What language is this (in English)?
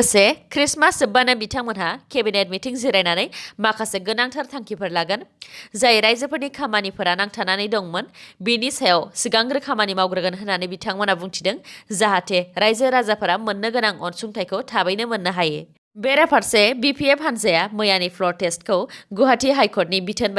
Bodo